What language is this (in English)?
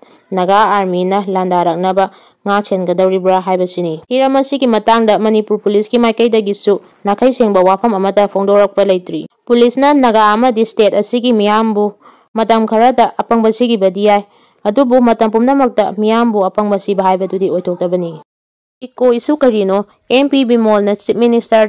Manipuri